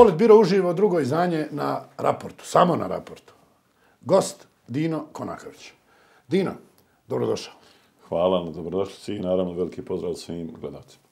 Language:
Bosnian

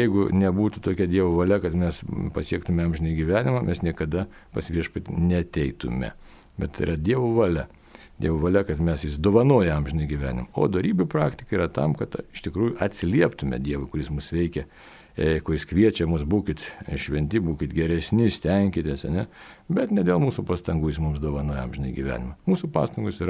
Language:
Lithuanian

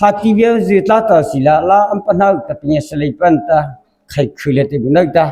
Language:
Mara Chin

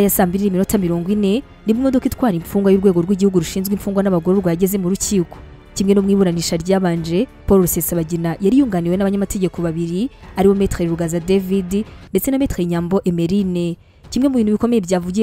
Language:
Kinyarwanda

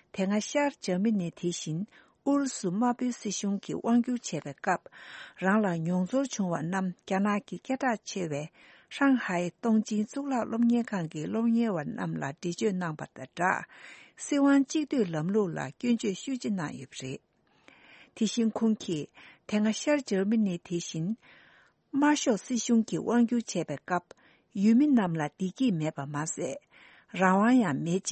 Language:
Tibetan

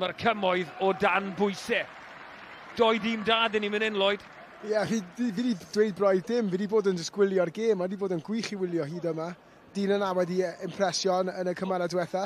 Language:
Welsh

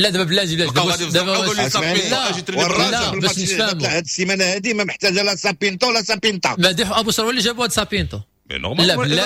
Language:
Moroccan Arabic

